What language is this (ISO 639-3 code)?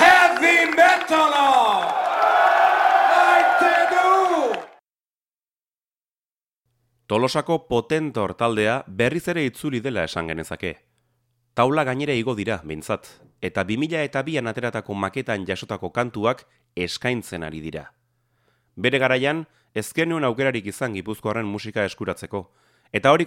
eus